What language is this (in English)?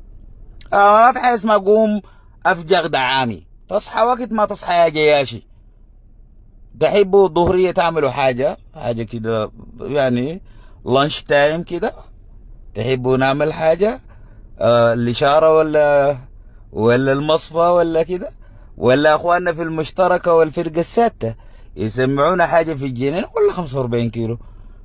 Sudanese Arabic